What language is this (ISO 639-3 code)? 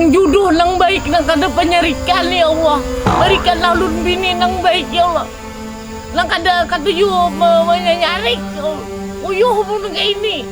bjn